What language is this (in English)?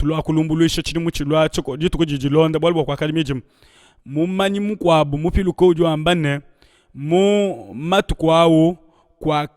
Luba-Lulua